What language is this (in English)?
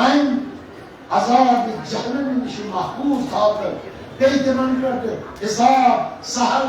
Kashmiri